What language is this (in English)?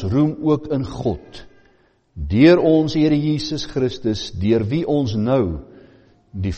Afrikaans